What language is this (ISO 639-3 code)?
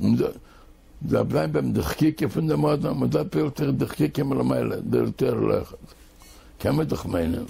yid